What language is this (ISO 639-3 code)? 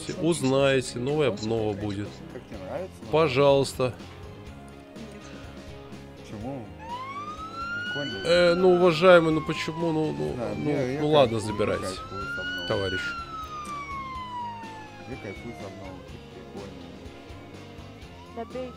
rus